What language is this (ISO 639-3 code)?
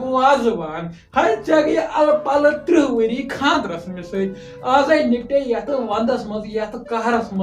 kas